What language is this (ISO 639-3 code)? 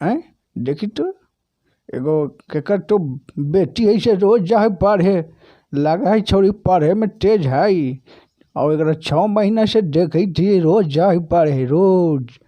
mag